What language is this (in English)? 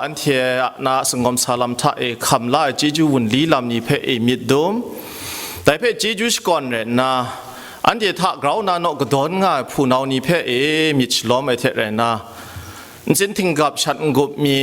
Kachin